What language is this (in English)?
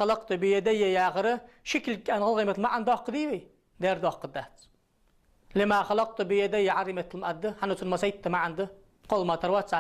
Ingush